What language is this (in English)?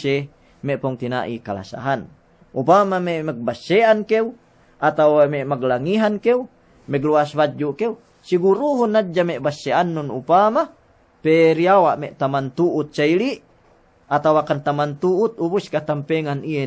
Yakan